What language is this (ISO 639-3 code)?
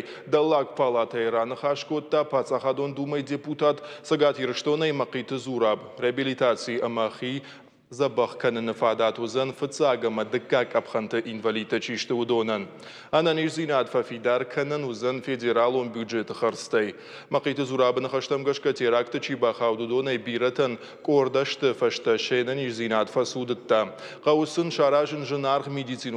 oss